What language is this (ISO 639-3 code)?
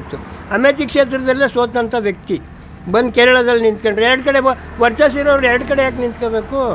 kan